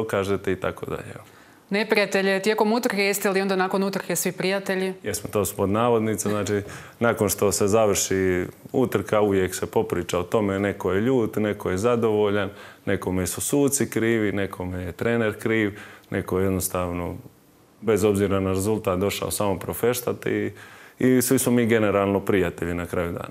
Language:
Croatian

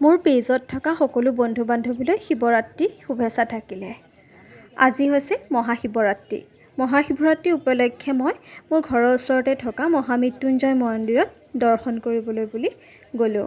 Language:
Assamese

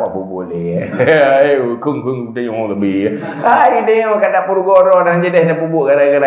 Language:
Achinese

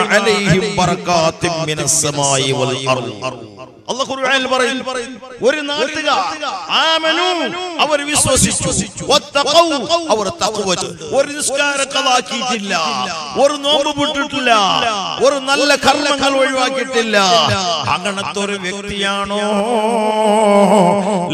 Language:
Malayalam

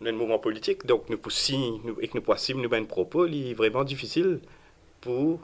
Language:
Morisyen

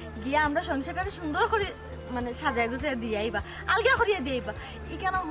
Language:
Sylheti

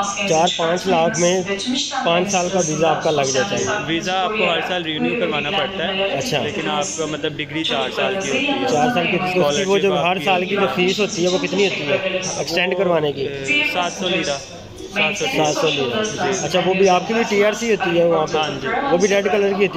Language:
Hindi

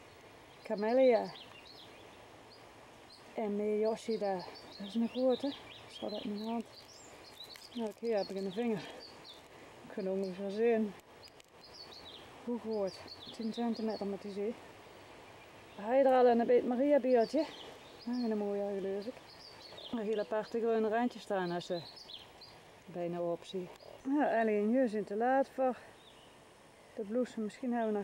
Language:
Dutch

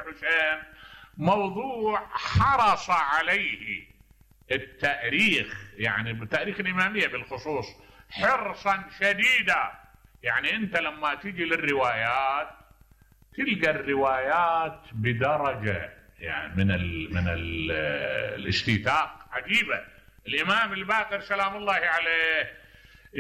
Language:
Mesopotamian Arabic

